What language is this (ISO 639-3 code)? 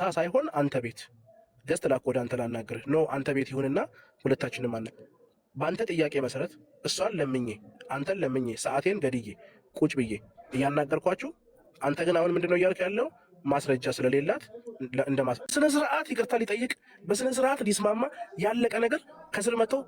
amh